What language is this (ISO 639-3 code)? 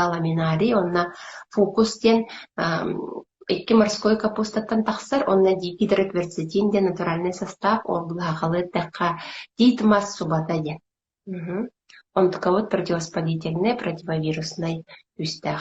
sah